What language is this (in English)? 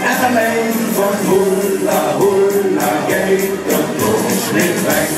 Limburgish